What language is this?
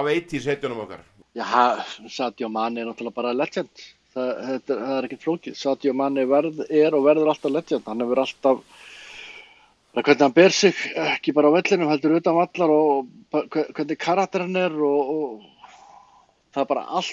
Icelandic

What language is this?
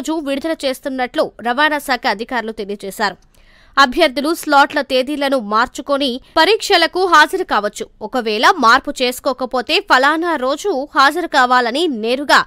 Telugu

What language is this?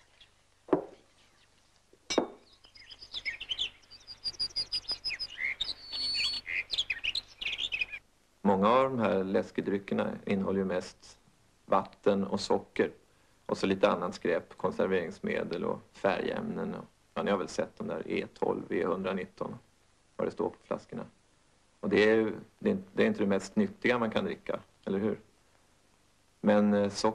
Swedish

